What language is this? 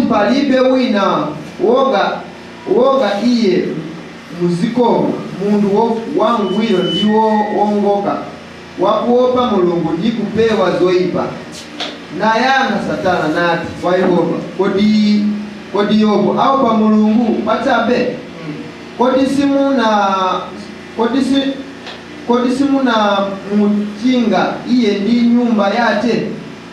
Nyanja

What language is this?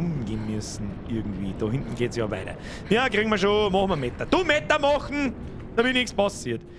Bavarian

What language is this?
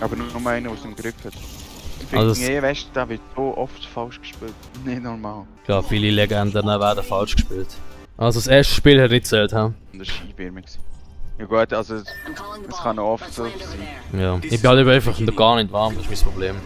Swiss German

